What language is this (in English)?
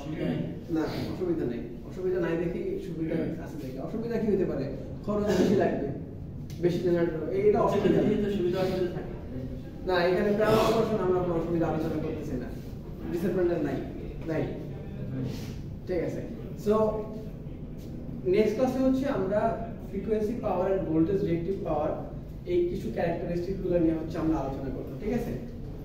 Bangla